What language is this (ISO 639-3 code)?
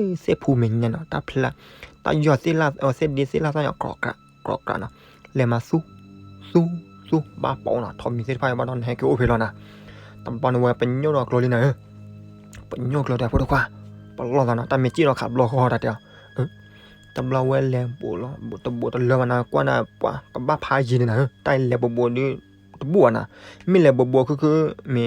ksw